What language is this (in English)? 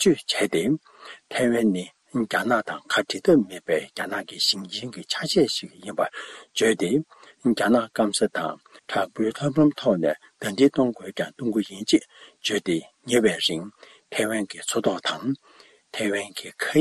Tibetan